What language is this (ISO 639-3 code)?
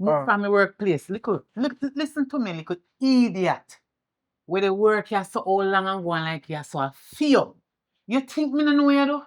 jam